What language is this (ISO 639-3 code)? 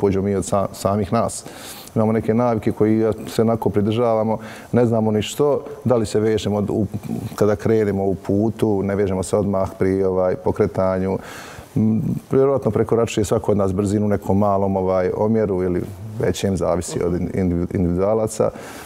bos